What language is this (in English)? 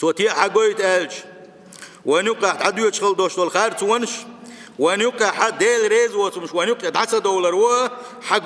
Chechen